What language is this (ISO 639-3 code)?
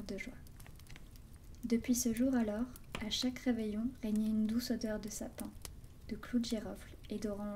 fra